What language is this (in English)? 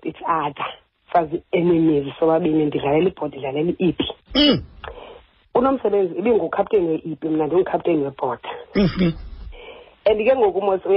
Xhosa